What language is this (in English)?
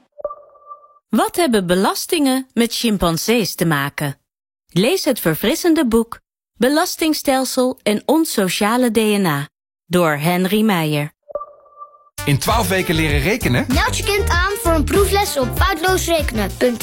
Dutch